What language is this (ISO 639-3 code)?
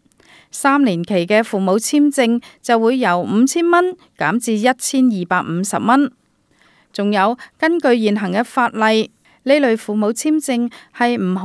yue